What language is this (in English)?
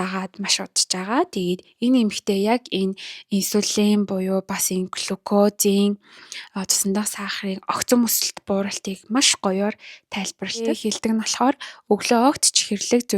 Mongolian